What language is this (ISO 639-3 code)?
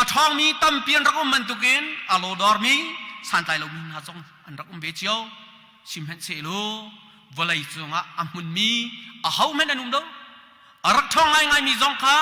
cnh